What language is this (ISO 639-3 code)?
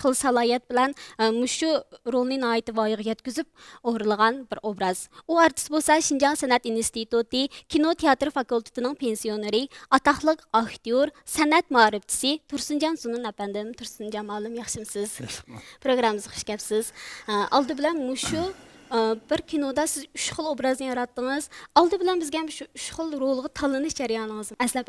uig